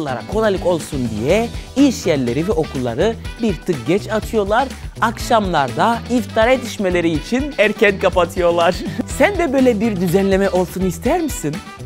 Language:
Turkish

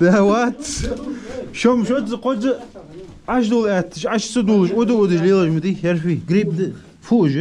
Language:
Ingush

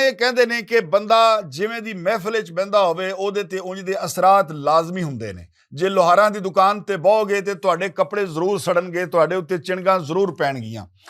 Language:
Western Panjabi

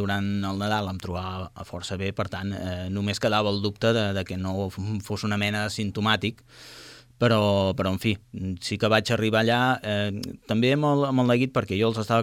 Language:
Catalan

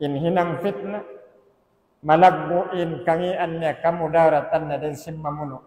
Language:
Tausug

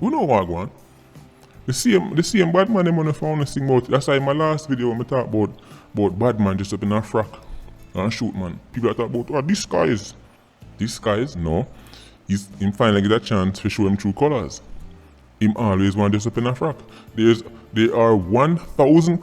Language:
Jamaican Creole English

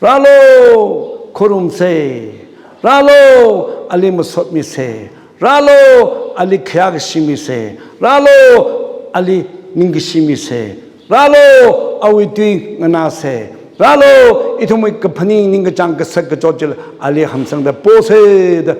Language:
Tangkhul Naga (India)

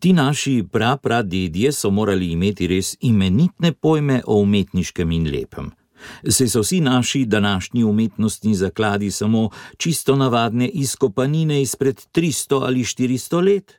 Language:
Slovenian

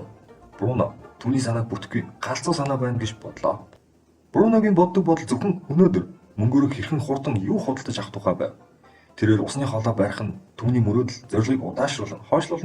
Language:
Mongolian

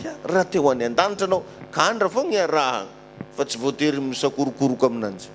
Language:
Malagasy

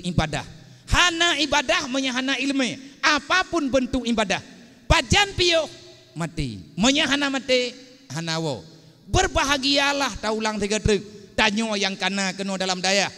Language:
Achinese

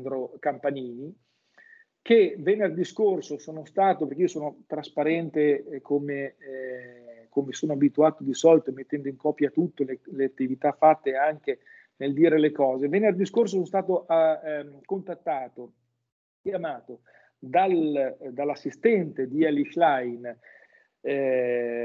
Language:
Italian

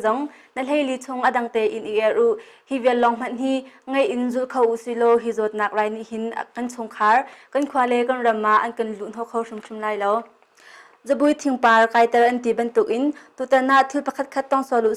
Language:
Hakha Chin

